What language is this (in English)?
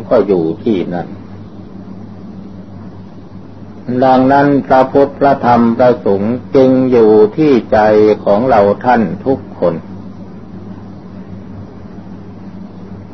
Thai